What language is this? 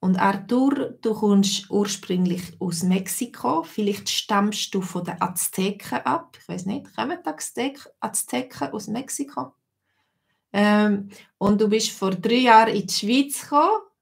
Swiss German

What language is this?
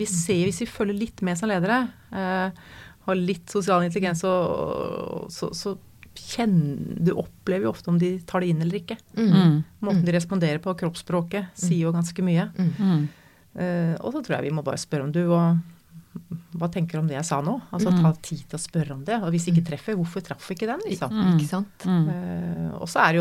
Norwegian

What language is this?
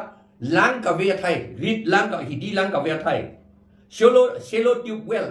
Karbi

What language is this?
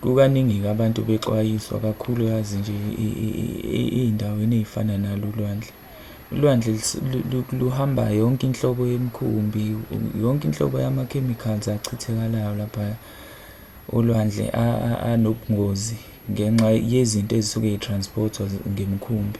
Zulu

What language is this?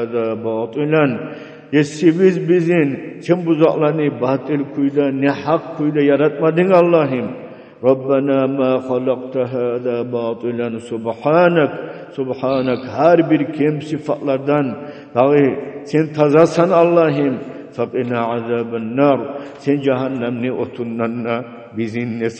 Kumyk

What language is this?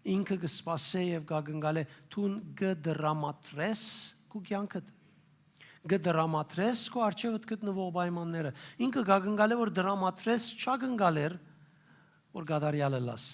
Western Armenian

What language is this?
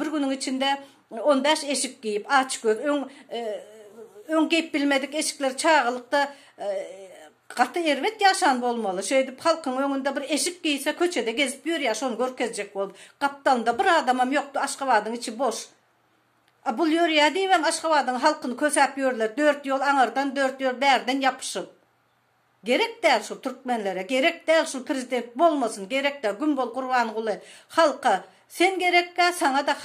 Turkmen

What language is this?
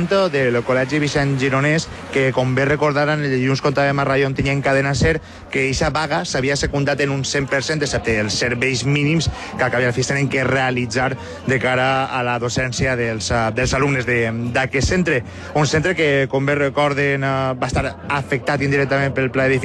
Catalan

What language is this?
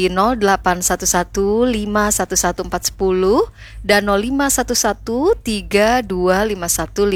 Banjar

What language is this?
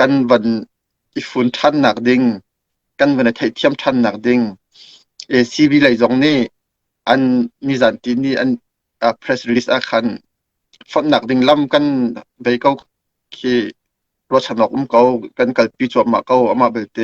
Hakha Chin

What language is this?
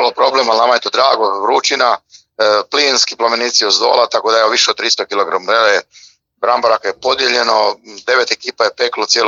Croatian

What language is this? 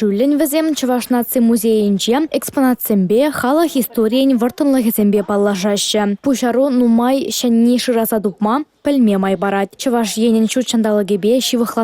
Chuvash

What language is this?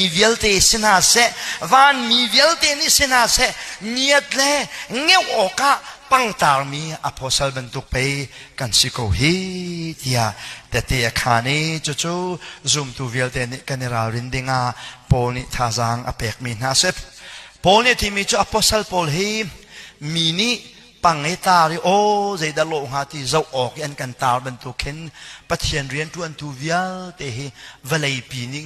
Hakha Chin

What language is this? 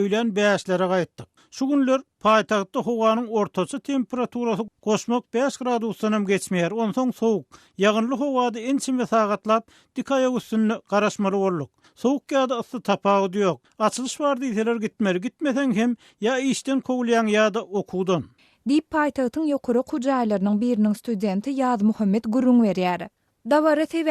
Turkmen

